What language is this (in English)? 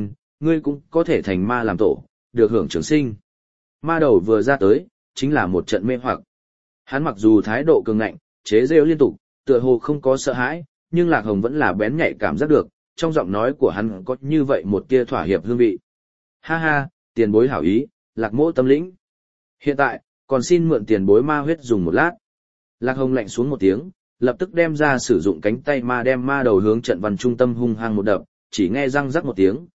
Vietnamese